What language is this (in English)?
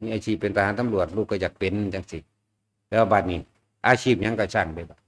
Northeastern Thai